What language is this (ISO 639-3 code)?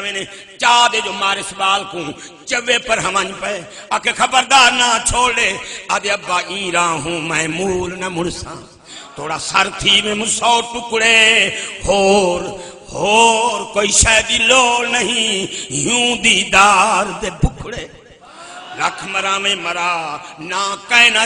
skr